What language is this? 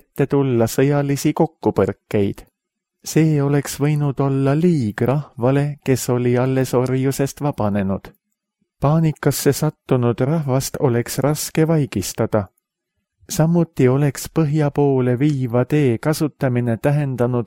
Estonian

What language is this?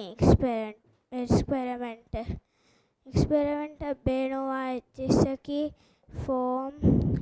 Divehi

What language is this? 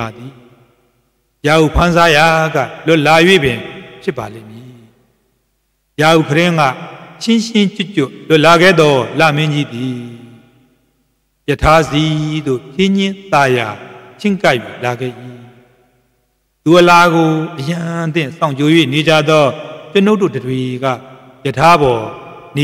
Burmese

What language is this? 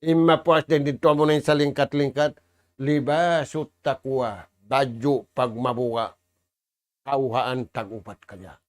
Tausug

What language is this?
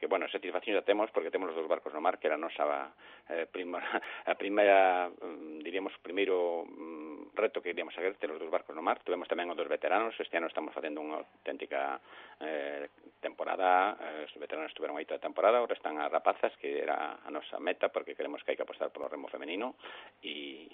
Galician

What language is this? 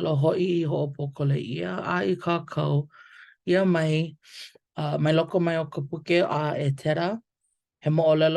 Hawaiian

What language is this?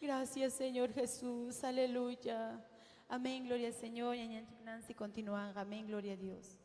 Ayacucho Quechua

